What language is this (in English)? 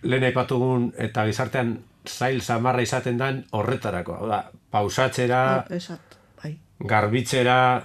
Basque